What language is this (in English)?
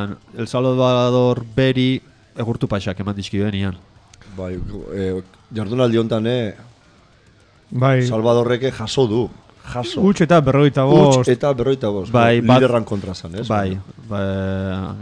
Basque